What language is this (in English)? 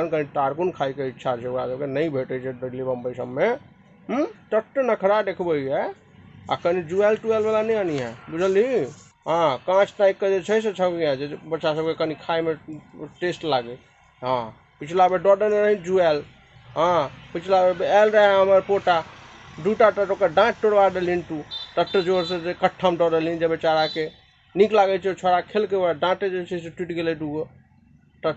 Maithili